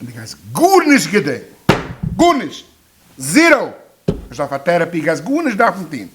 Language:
Yiddish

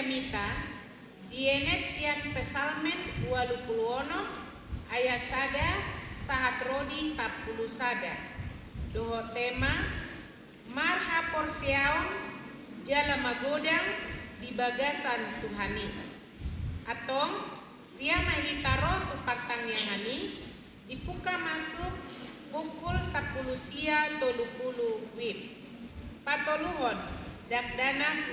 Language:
Batak Toba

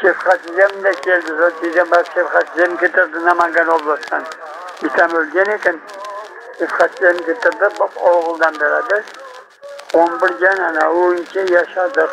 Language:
Crimean Tatar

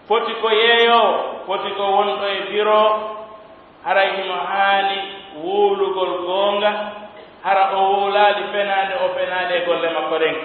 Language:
Pular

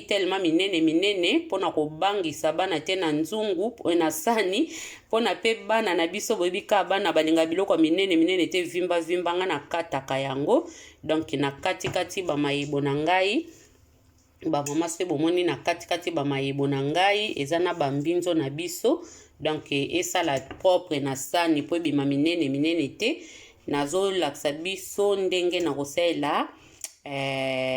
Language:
Lingala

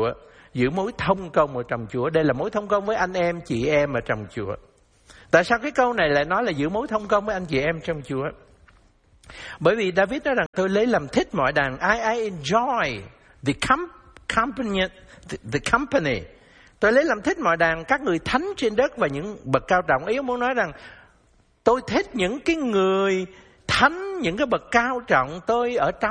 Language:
Vietnamese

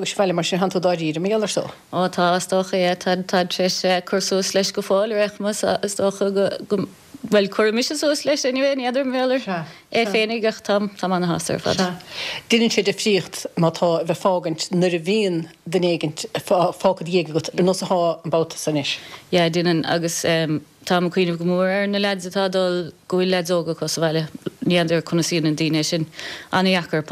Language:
Irish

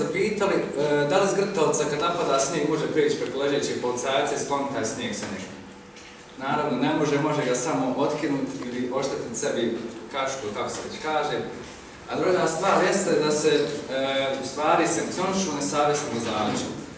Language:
Bosnian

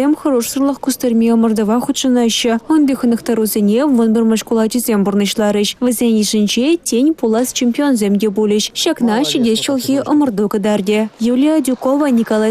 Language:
Chuvash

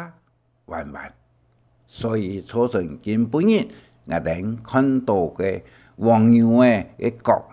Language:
Hakka Chinese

